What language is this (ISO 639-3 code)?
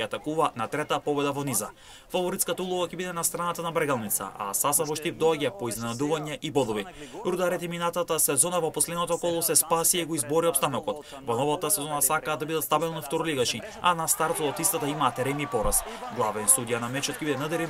mkd